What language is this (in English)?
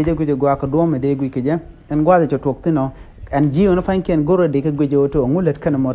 Nuer